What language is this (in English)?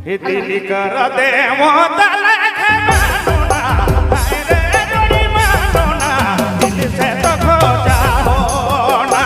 Sadri